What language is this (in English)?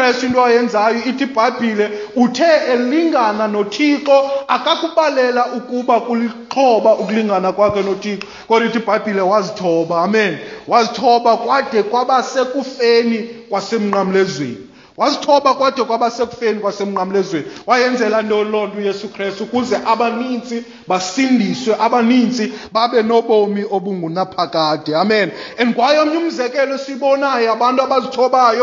Xhosa